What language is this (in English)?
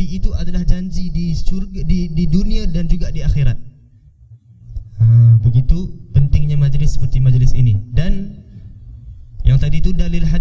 Malay